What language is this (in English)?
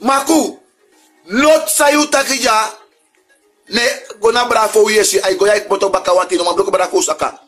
Sranan Tongo